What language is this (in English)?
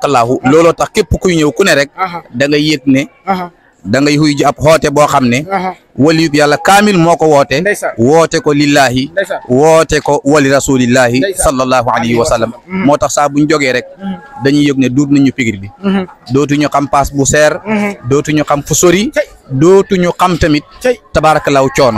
Wolof